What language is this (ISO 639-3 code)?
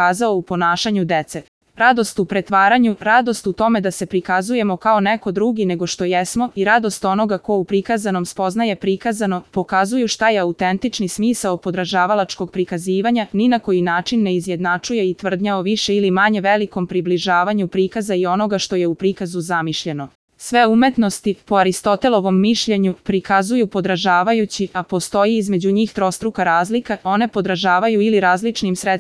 srp